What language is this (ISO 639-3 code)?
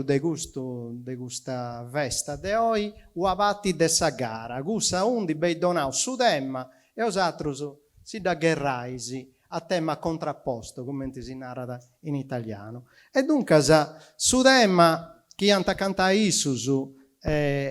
srd